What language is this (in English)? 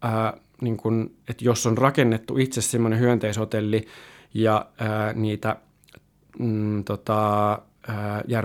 Finnish